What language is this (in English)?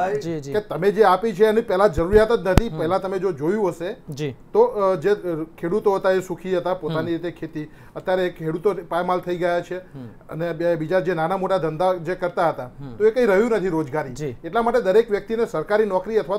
Gujarati